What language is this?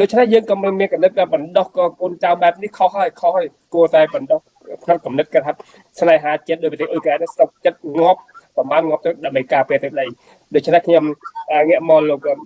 Khmer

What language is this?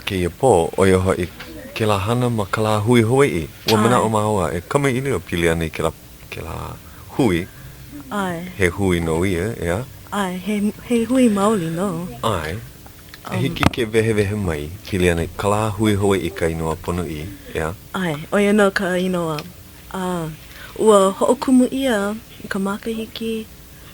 Hawaiian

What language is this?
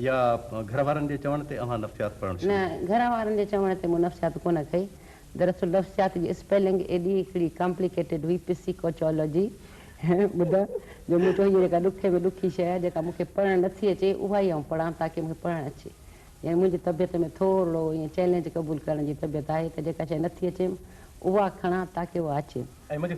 Sindhi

